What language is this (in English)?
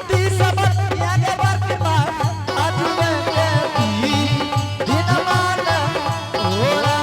Angika